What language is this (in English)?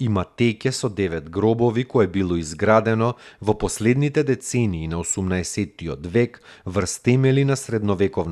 Macedonian